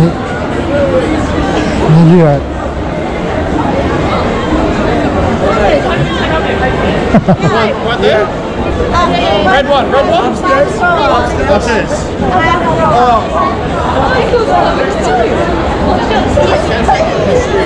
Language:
Japanese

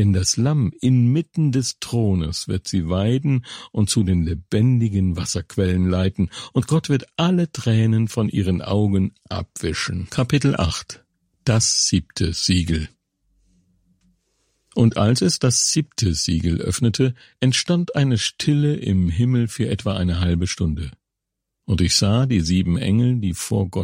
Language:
German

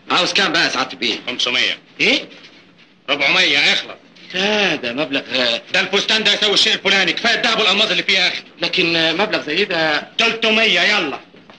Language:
Egyptian Arabic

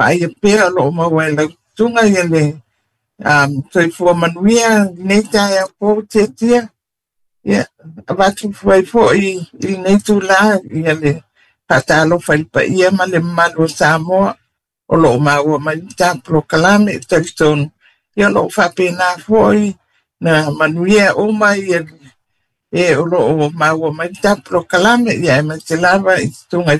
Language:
Samoan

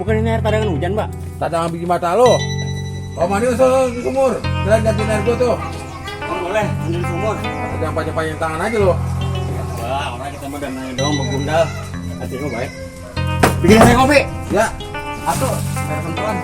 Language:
Betawi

